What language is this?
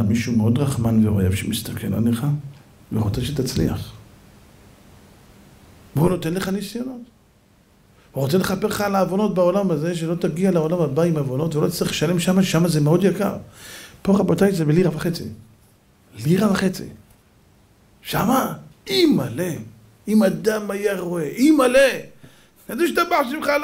Hebrew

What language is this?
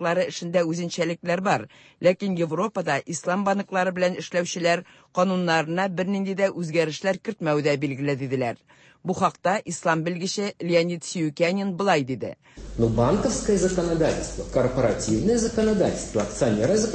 Tatar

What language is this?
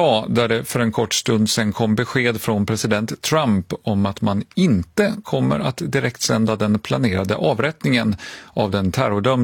Swedish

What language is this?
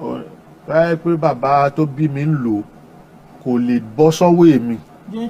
Yoruba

